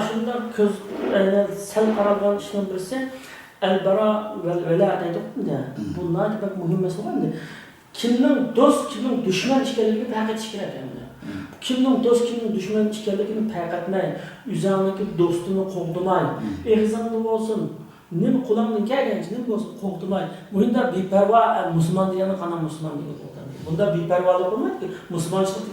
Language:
Uyghur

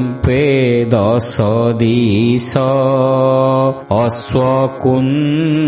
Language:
Odia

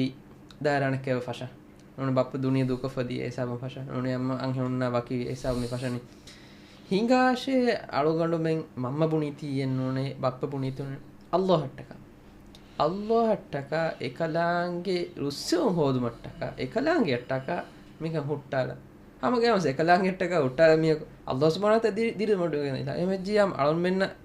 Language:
Divehi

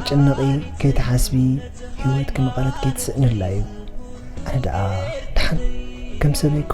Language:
Tigrinya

